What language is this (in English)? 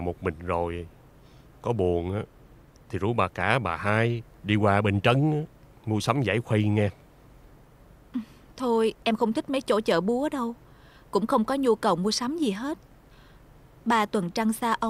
Vietnamese